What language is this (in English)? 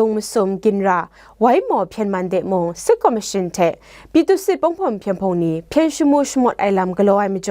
Kachin